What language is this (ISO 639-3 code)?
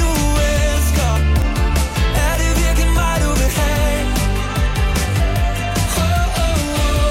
dan